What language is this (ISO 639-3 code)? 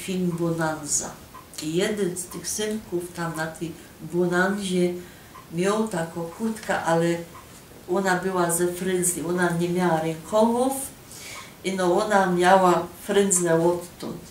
szl